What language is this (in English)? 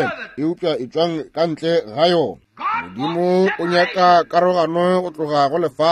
Northern Sotho